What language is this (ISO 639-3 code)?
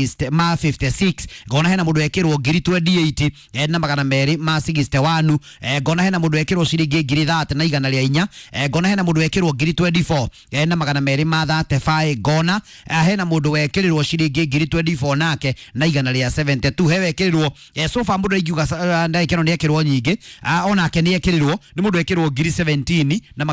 kik